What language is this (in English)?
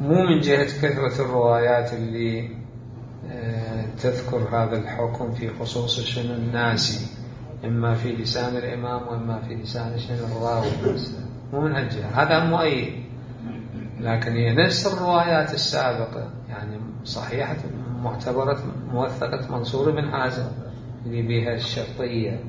Mesopotamian Arabic